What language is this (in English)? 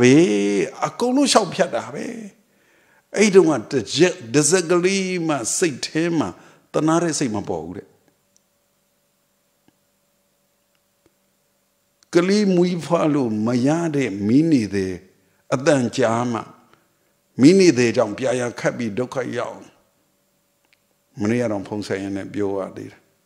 Burmese